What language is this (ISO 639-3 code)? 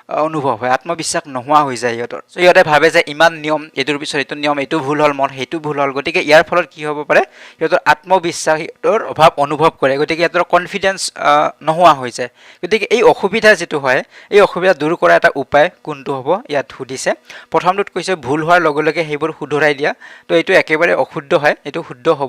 asm